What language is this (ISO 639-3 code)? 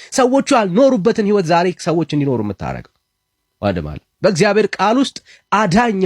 amh